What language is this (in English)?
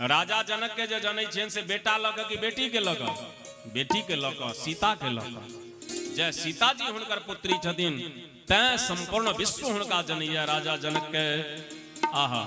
Maithili